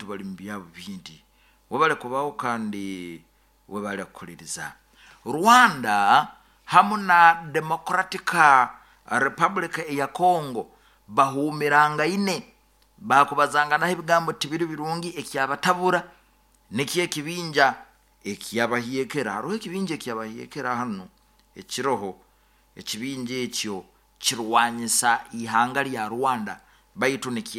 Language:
Nyoro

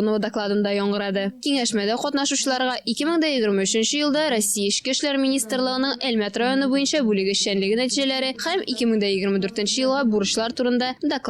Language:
Tatar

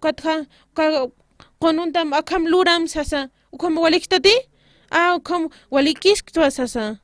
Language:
Aymara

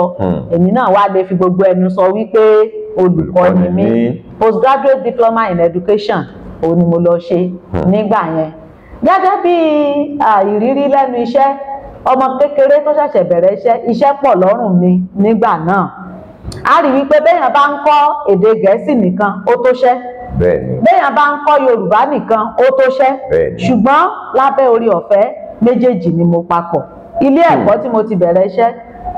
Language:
Yoruba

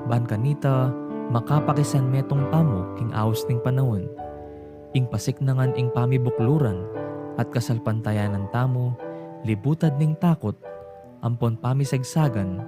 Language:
Pampanga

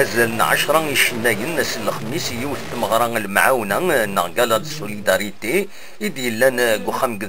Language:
Kabyle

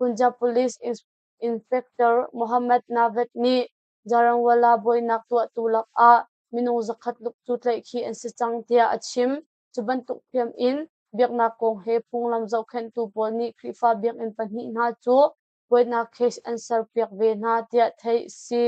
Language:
Hakha Chin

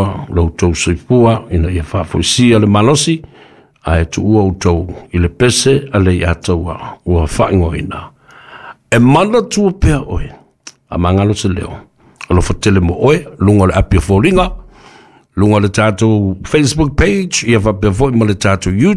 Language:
Samoan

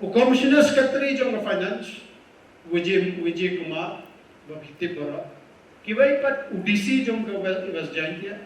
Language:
Khasi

